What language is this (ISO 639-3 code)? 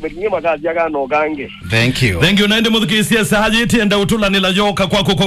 kam